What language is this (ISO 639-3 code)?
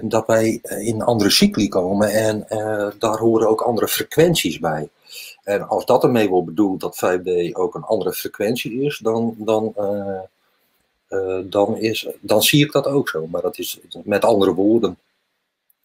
nld